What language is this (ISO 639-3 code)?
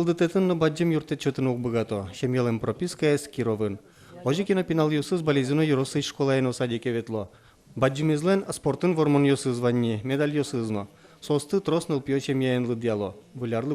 udm